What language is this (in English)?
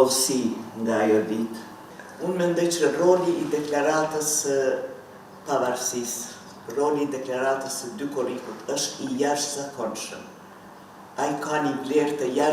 Albanian